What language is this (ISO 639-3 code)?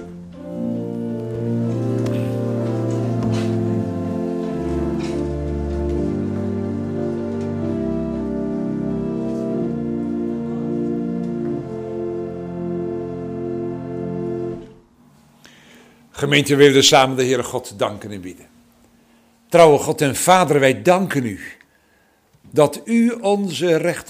nld